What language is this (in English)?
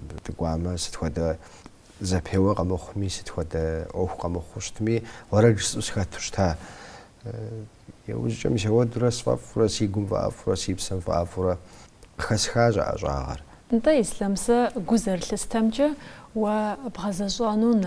Kabardian